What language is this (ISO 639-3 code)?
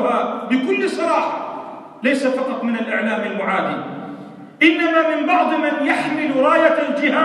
ara